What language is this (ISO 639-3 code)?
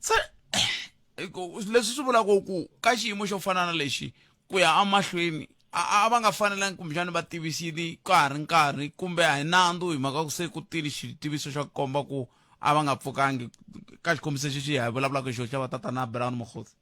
tso